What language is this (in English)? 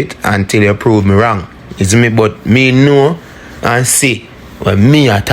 Jamaican Creole English